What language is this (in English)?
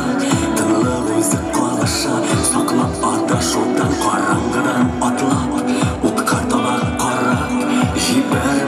Tatar